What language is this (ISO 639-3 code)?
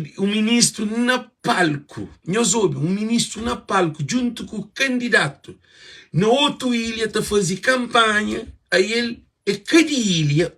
kea